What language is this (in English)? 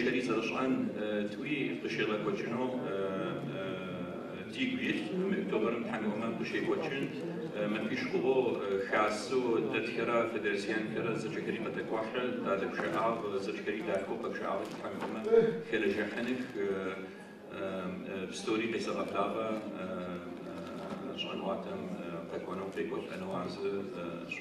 Adyghe